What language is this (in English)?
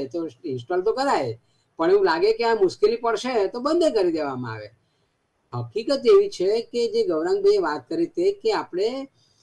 Gujarati